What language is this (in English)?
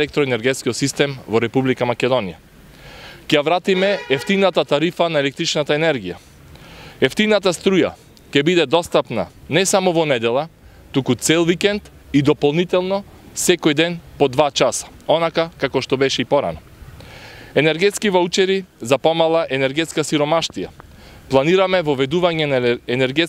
Macedonian